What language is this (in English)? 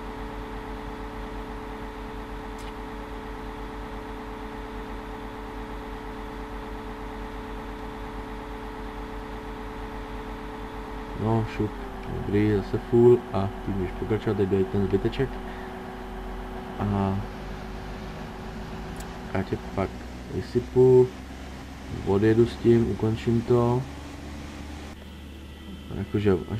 Czech